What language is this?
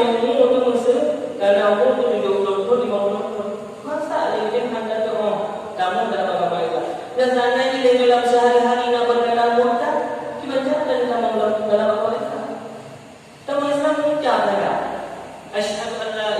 Achinese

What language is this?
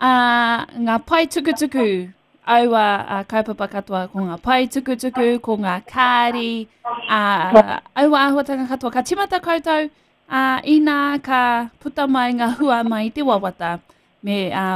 Māori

